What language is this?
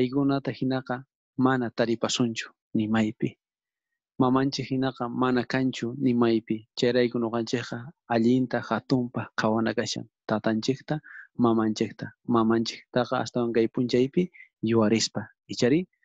South Bolivian Quechua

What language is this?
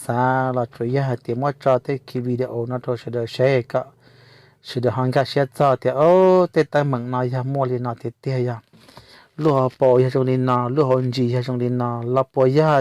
Hmong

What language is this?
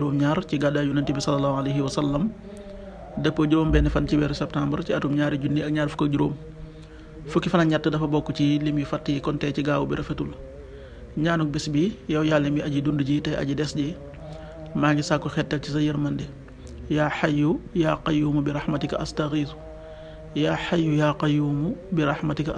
Wolof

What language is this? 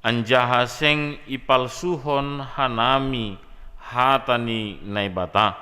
Batak Simalungun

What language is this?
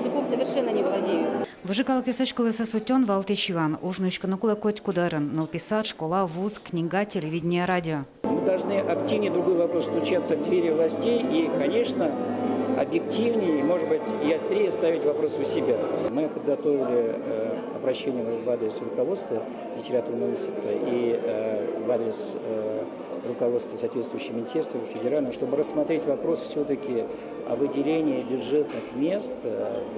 Udmurt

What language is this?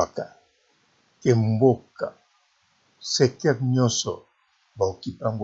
Lingala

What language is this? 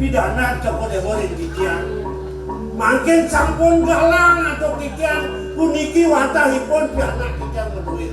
Balinese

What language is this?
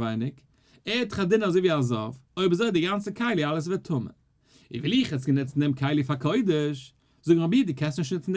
Yiddish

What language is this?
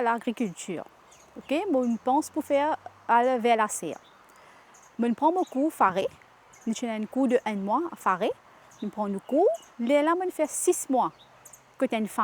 Morisyen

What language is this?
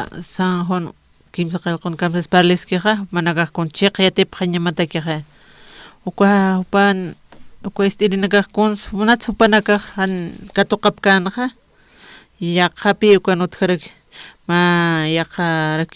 Aymara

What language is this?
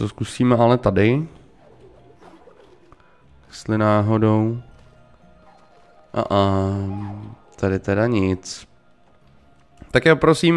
Czech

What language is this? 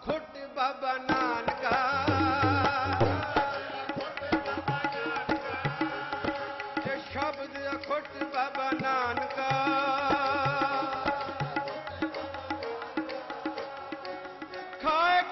Punjabi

